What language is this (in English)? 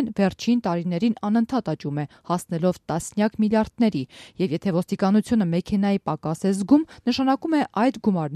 Armenian